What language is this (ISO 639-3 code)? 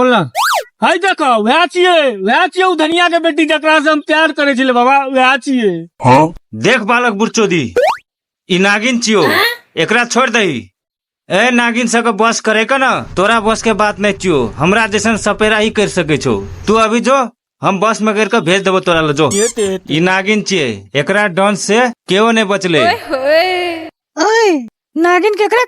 mai